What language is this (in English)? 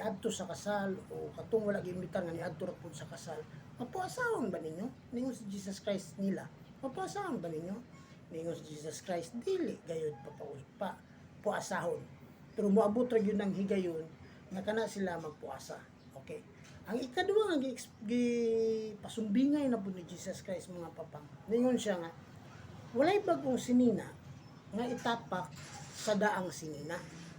Cebuano